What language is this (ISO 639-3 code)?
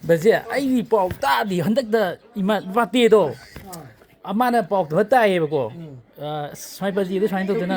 mni